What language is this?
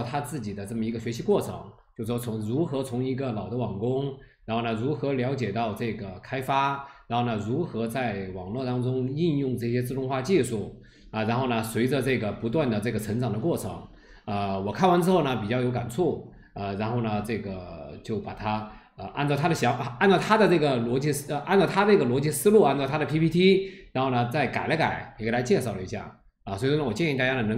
Chinese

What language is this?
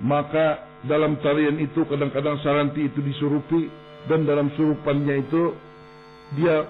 Banjar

